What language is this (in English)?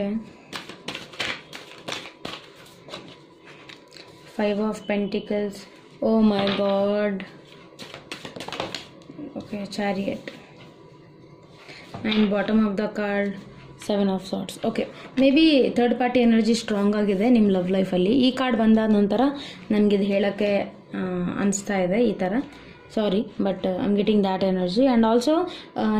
Kannada